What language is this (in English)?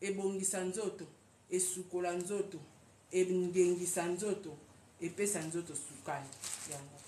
Lingala